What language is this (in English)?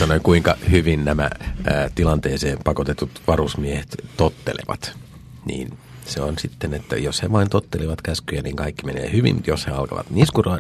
Finnish